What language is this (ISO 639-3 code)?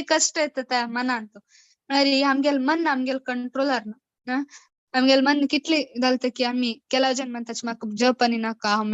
kok